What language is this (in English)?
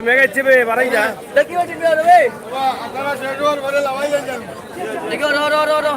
Sylheti